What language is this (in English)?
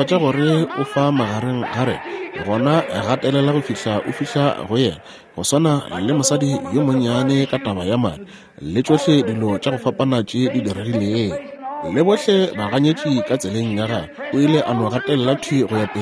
Northern Sotho